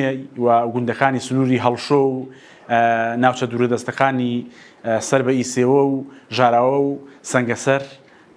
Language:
Central Kurdish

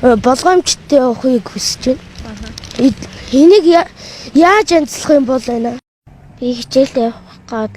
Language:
Mongolian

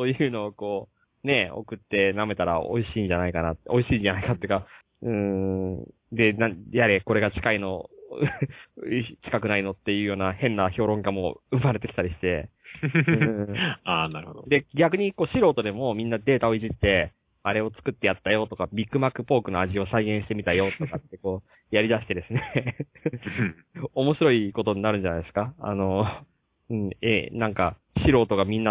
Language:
Japanese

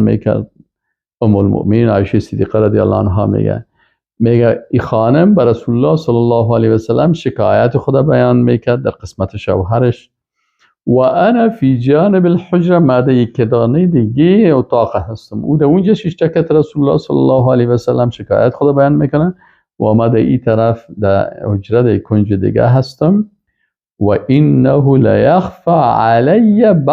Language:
Persian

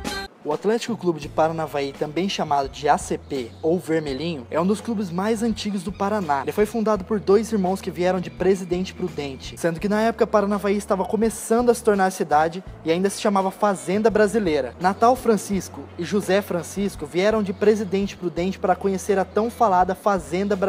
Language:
Portuguese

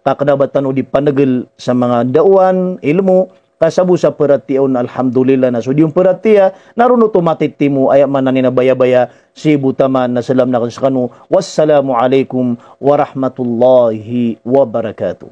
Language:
Maranao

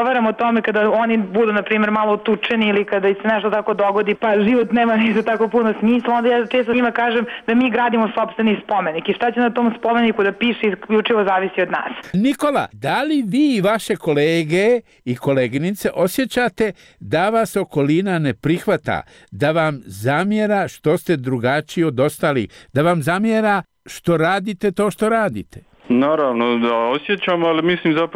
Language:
Serbian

